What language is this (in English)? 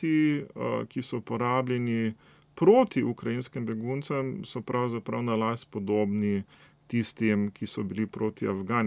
Slovenian